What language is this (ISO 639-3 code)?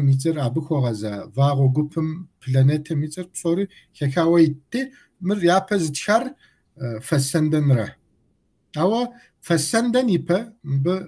kbd